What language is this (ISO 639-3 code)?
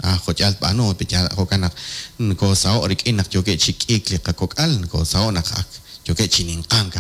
kek